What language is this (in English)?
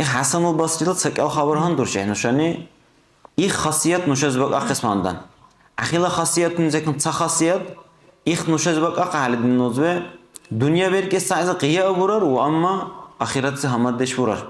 Dargwa